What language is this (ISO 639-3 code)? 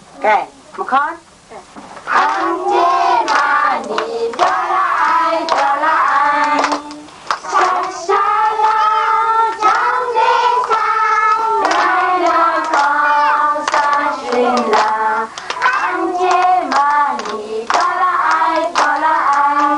kac